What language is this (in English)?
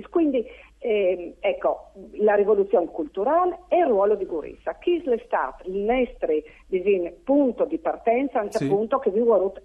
Friulian